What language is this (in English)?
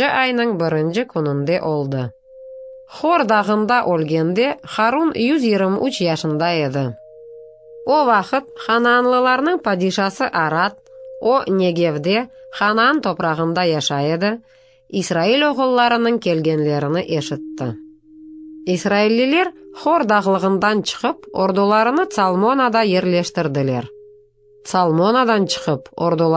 Crimean Tatar